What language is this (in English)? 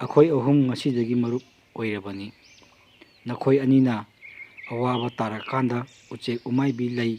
Manipuri